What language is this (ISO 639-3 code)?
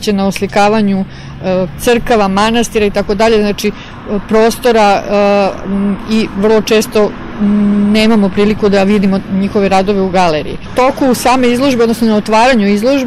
srp